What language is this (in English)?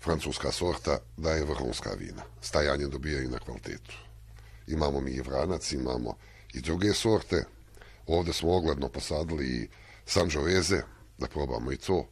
Croatian